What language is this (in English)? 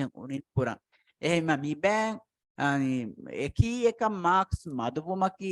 Divehi